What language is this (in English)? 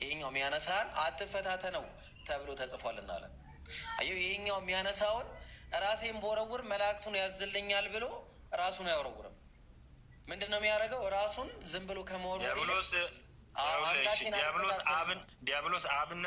Amharic